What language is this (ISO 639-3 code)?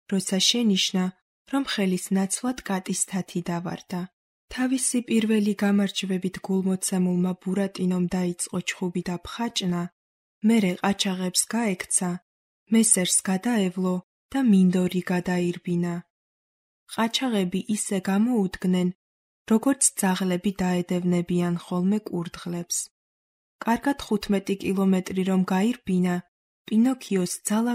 kat